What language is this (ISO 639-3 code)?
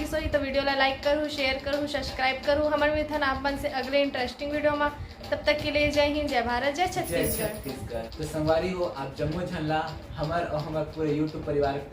hne